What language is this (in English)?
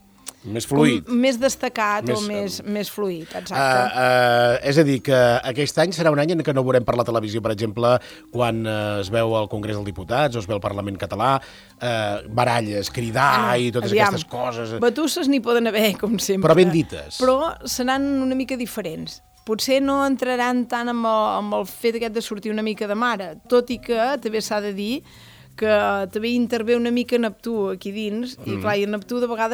Catalan